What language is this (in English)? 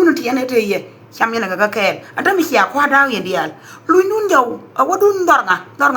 Nuer